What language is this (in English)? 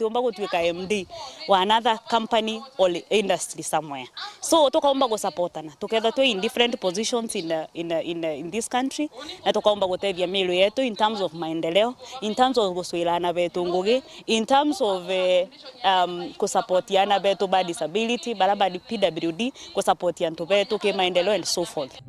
Meru